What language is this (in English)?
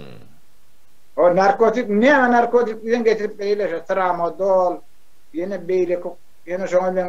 Turkmen